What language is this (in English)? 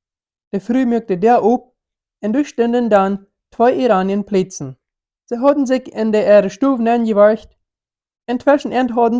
Plautdietsch